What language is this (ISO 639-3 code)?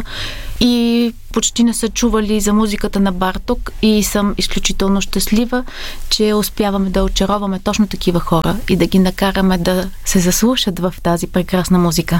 bul